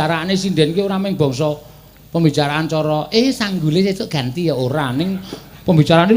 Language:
Javanese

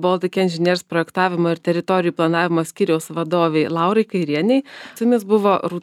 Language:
Lithuanian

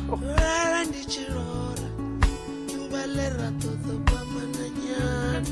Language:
Venda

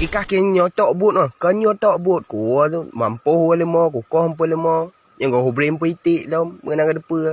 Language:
Achinese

